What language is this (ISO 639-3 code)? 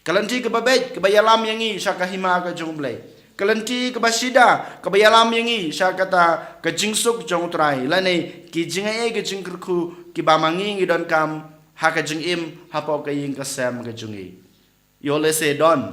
kha